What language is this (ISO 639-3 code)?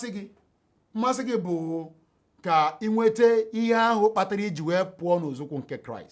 ibo